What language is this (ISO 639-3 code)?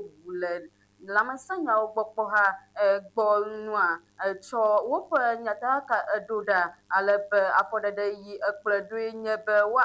ewe